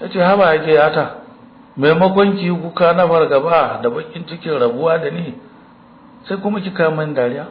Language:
Hausa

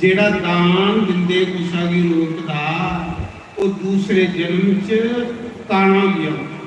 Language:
Dogri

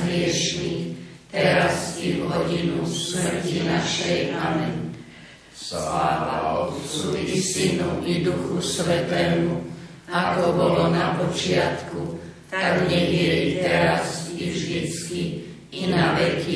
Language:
Slovak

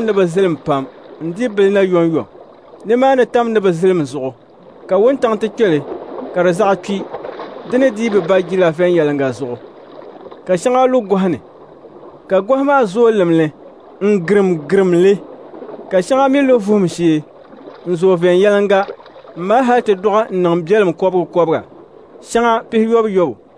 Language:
Dagbani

